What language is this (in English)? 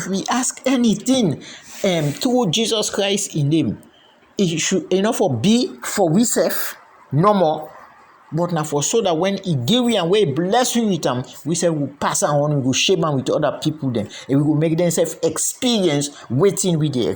Krio